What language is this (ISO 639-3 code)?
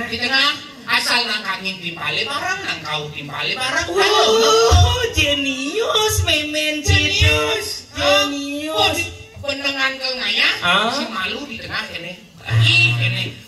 ban